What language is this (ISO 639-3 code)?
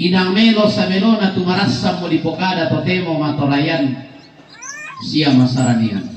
sda